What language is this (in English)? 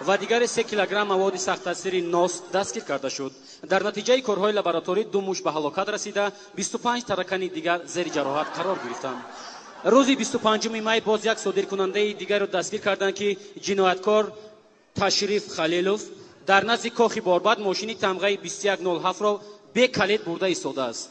Tajik